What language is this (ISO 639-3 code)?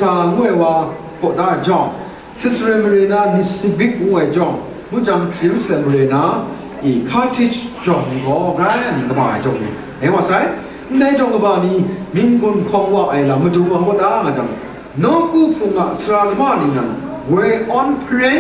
kac